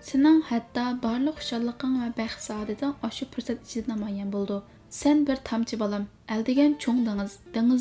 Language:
Uyghur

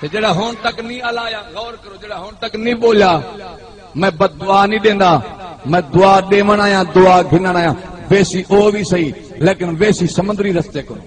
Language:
Saraiki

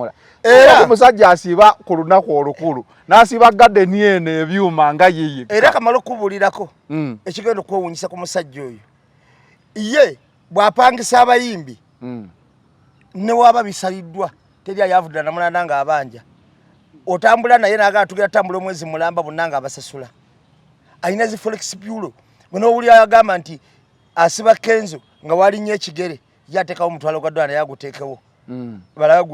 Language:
Ganda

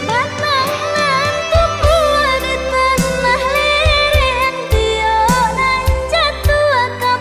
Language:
Minangkabau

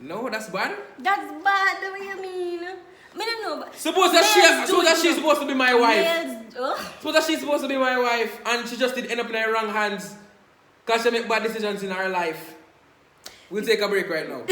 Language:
Jamaican Creole English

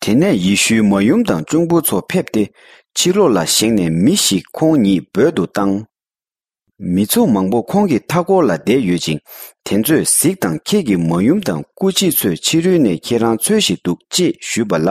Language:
Tibetan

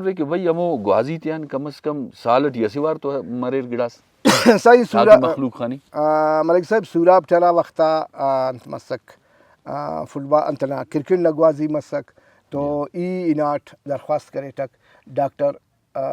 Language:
Brahui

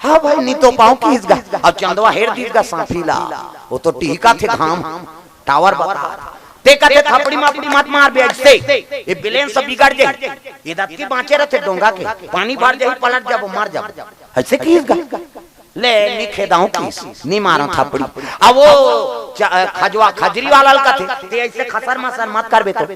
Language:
Chhattisgarhi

